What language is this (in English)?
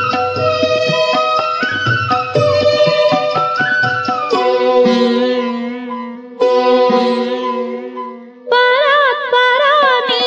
Telugu